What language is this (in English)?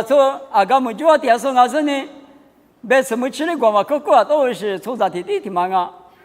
Lisu